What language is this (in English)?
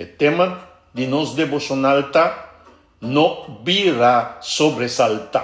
Papiamento